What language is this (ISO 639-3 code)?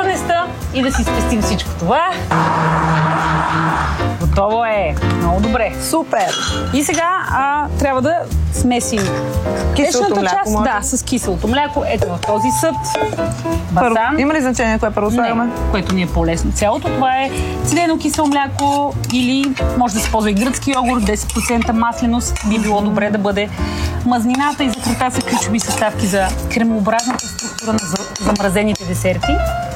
bul